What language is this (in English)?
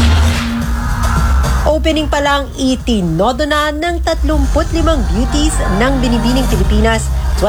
Filipino